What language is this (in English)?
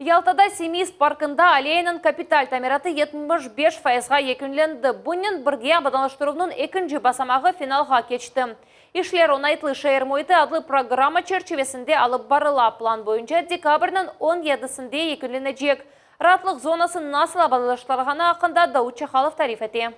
Crimean Tatar